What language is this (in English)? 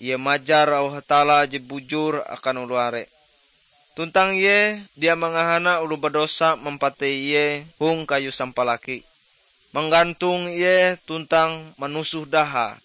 Ngaju